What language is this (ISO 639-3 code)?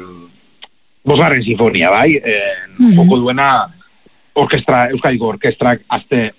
eus